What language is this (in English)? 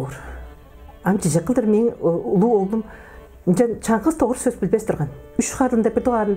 Tuvinian